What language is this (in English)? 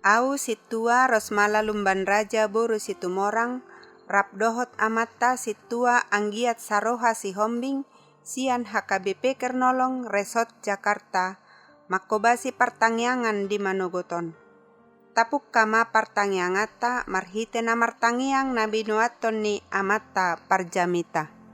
Batak Toba